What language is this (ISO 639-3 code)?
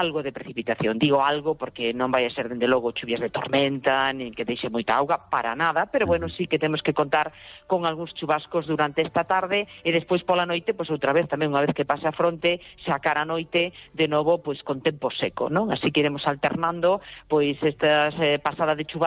glg